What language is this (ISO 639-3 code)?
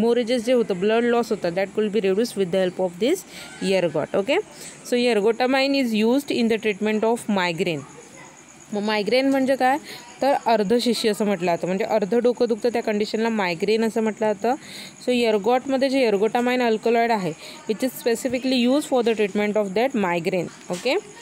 mar